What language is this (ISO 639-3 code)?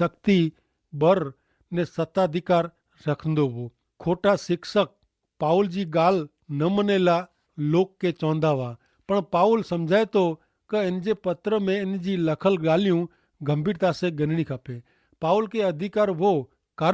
kfr